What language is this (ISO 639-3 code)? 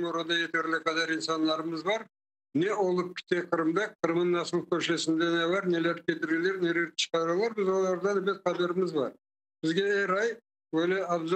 crh